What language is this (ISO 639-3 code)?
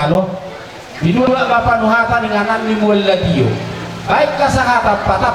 bbc